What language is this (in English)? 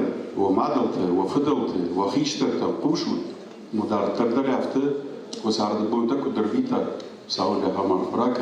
Ossetic